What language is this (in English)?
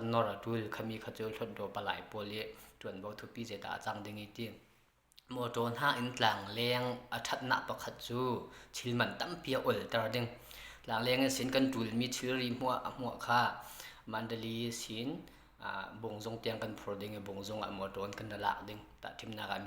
Falam Chin